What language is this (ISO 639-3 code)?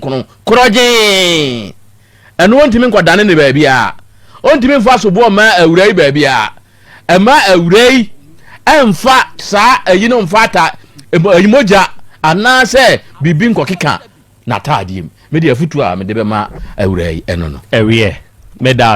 aka